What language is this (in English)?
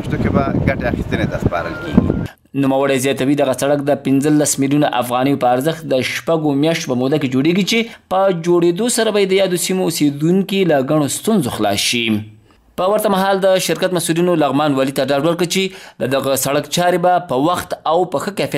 Pashto